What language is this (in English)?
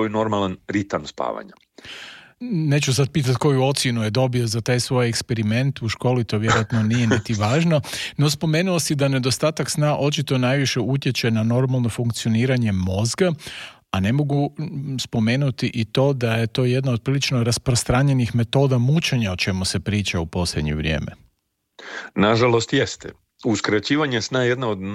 Croatian